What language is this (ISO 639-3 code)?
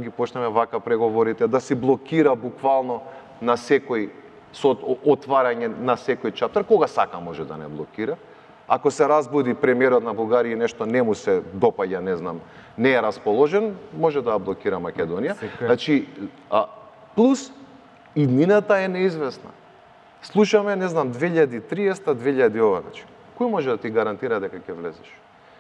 mkd